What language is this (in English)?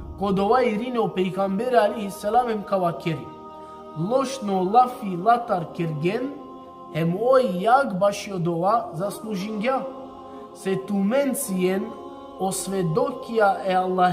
Balkan Romani